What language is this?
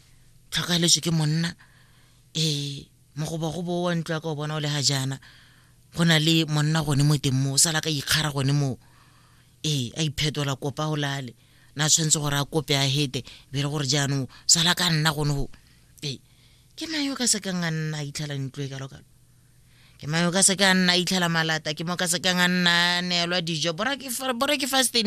Tswana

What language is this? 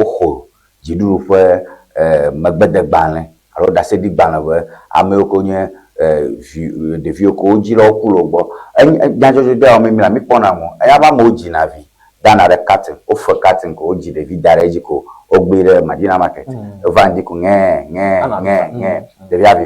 Ewe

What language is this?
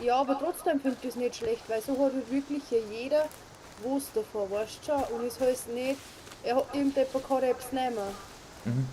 Bavarian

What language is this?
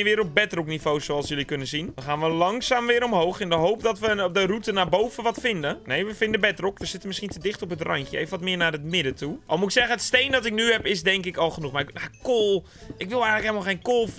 Dutch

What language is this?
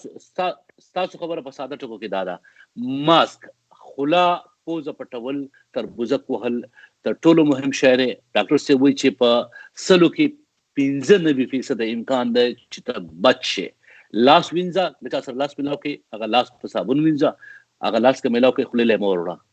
Pashto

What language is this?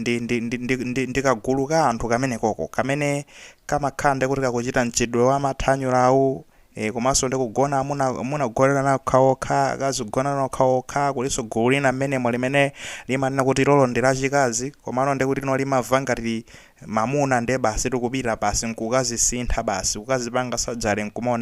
Nyanja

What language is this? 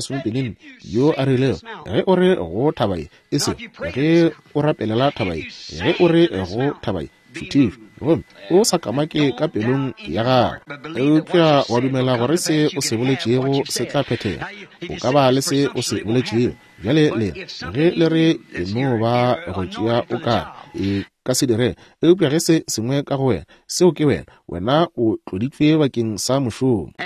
Northern Sotho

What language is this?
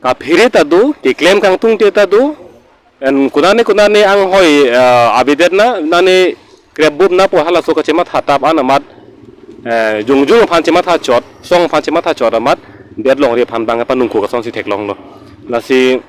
Karbi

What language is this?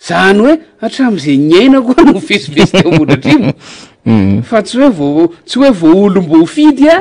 Malagasy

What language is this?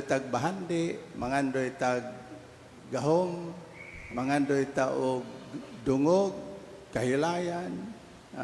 Cebuano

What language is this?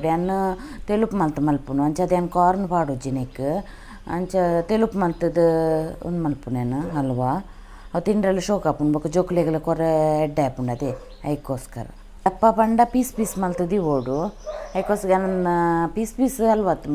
Tulu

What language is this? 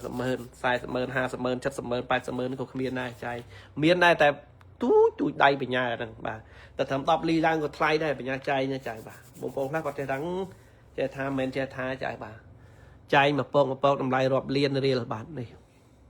Khmer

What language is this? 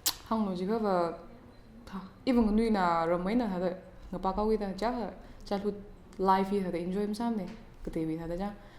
Tangkhul Naga (India)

